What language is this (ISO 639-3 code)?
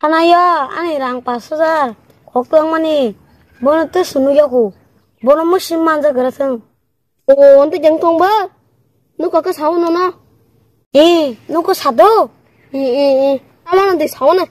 trp